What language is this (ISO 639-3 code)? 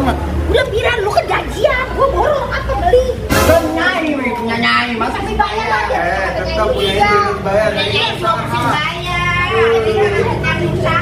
bew